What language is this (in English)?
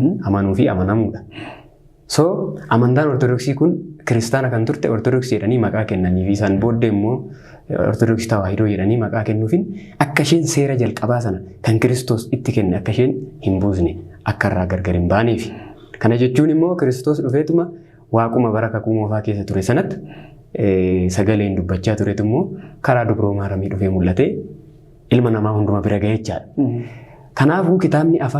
Oromo